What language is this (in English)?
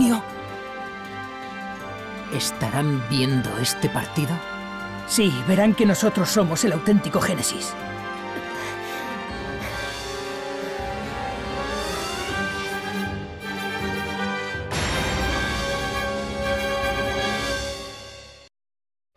Spanish